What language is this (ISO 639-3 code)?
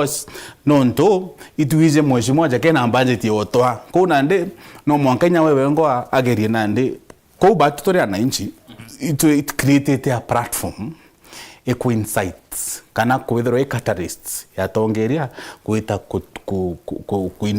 mer